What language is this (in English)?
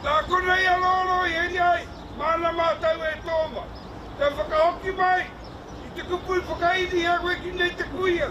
Māori